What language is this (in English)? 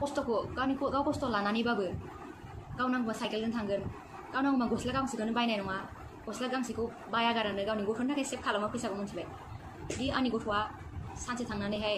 Bodo